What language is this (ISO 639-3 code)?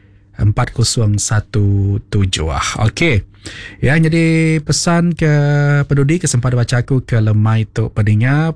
iba